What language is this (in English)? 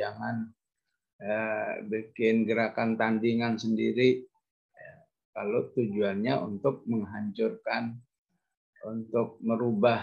Indonesian